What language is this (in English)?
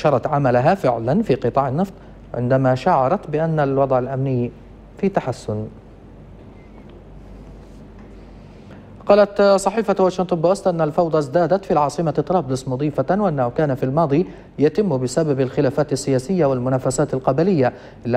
Arabic